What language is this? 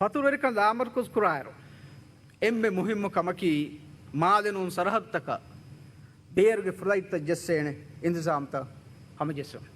Divehi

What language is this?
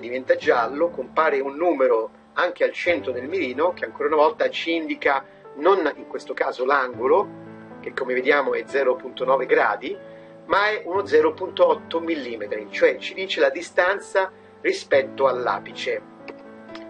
Italian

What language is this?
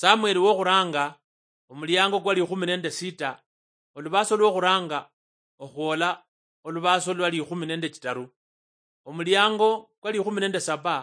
Luyia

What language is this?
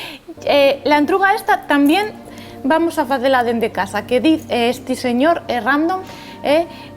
Asturian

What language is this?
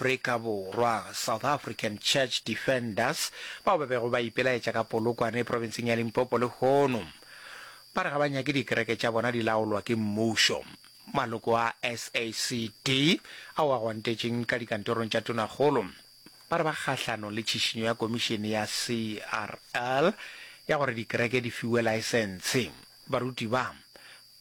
Northern Sotho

